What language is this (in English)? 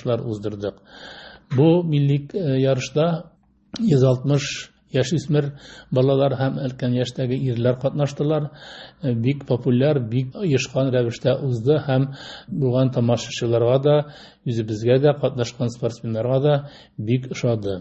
Tatar